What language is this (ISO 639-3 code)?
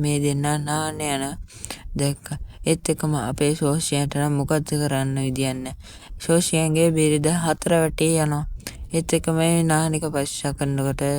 sin